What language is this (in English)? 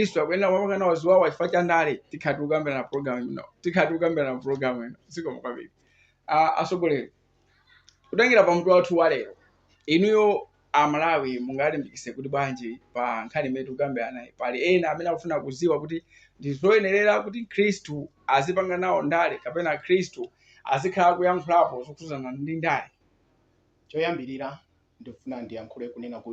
Nyanja